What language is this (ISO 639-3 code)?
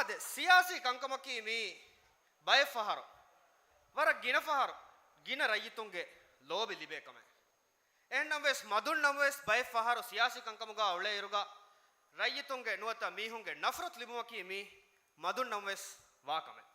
div